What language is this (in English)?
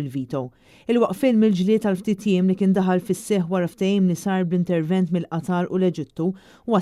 Maltese